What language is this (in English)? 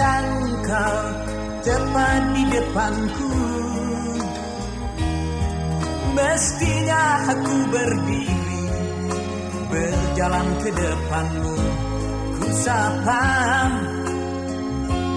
Indonesian